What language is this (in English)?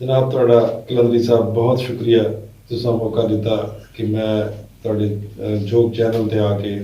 Saraiki